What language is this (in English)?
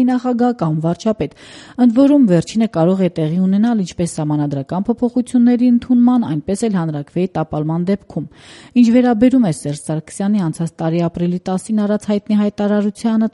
Armenian